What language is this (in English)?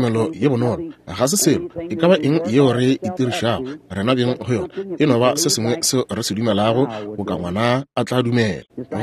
Northern Sotho